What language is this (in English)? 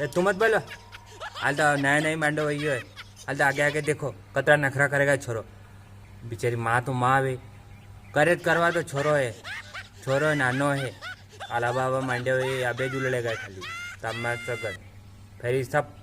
Rajasthani